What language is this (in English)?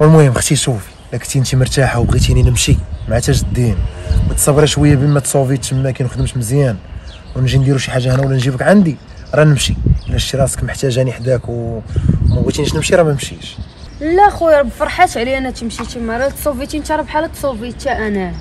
Moroccan Arabic